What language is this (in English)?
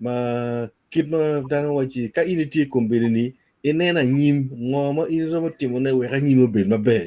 Acoli